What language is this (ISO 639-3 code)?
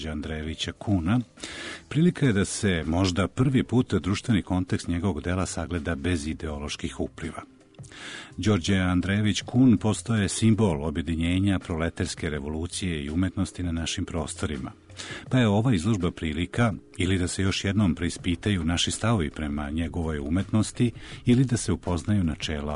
srp